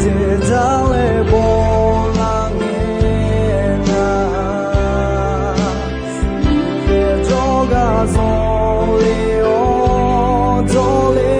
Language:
Akha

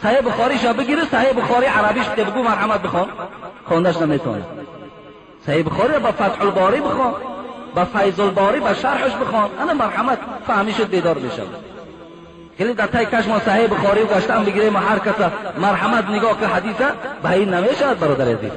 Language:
Tajik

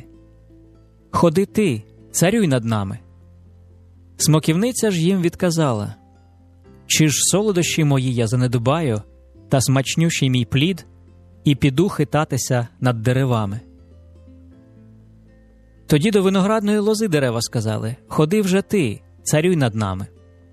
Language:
Ukrainian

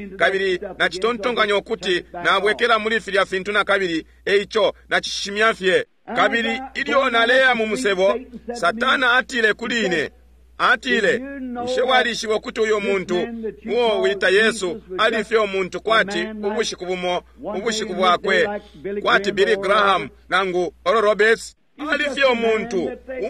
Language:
Bemba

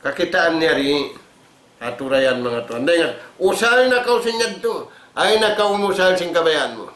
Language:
Tausug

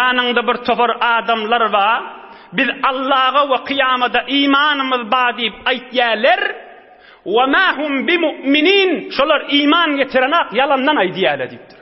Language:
Turkmen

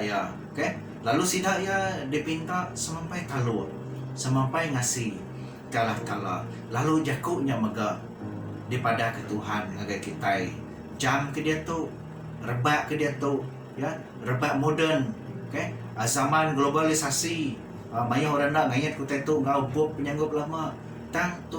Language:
Iban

